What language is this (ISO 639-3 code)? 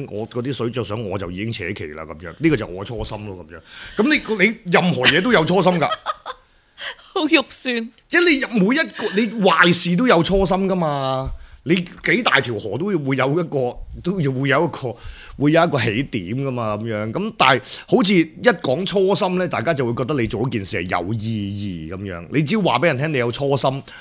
yue